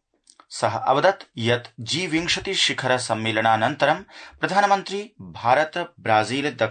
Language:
Sanskrit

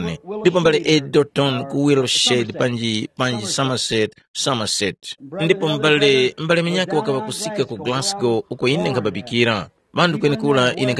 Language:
Tumbuka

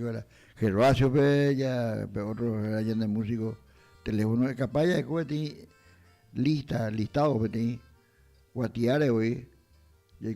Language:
Guarani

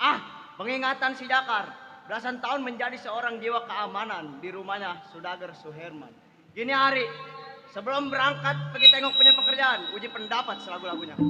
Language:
Betawi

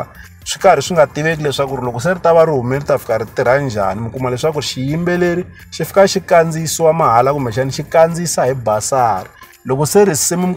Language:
Tsonga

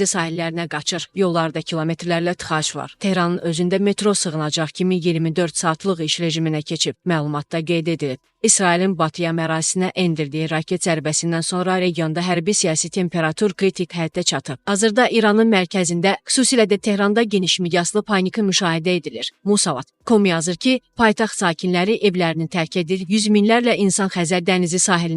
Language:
Azerbaijani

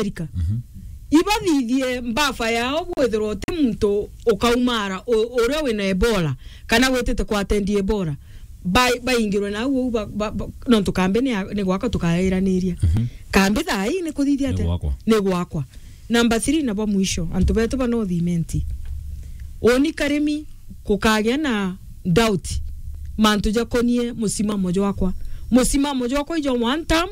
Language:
Meru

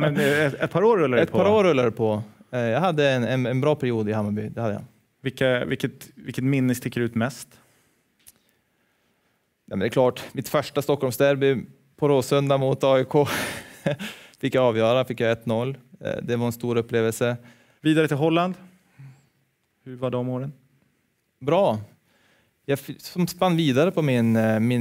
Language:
Swedish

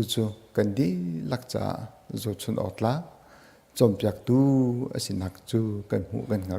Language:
Hakha Chin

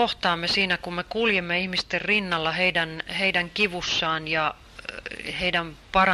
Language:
Finnish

